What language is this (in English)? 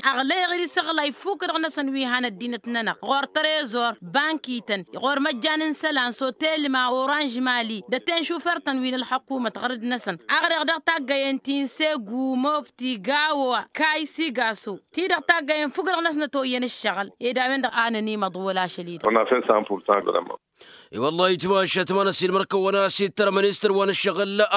Tamasheq